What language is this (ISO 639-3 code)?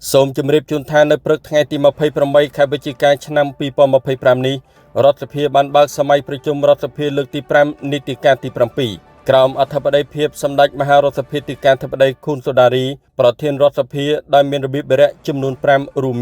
khm